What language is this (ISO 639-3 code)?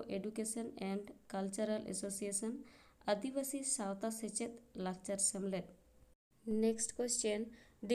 sat